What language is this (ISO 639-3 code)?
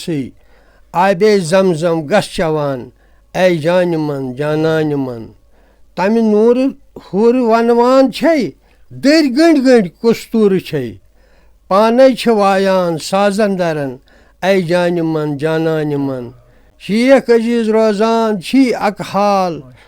kas